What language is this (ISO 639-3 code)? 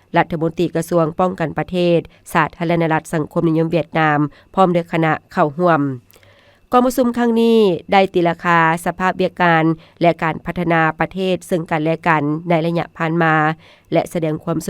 lao